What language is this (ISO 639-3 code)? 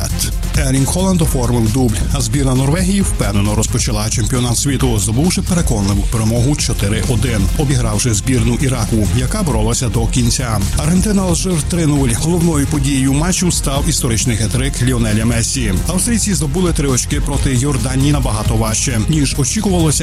ukr